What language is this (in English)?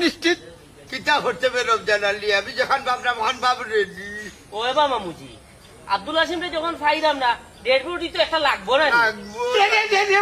Sylheti